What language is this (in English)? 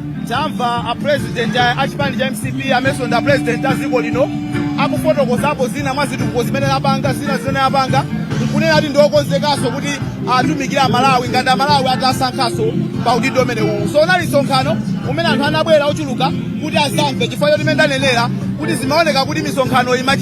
Nyanja